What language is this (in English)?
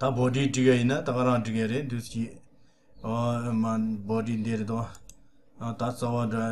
Tibetan